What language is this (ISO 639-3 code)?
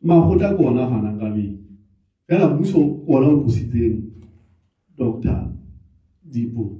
sot